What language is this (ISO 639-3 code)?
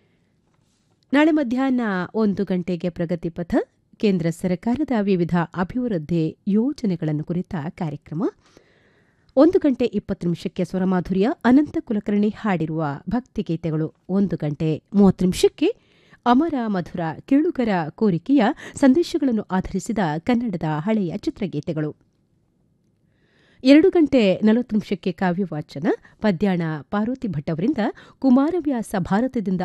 kan